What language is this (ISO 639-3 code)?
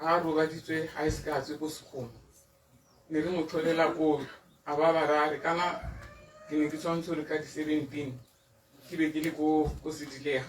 tsn